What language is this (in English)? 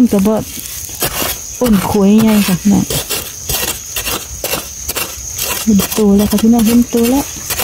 Thai